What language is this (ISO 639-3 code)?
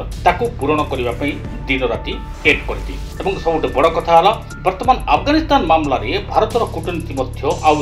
ori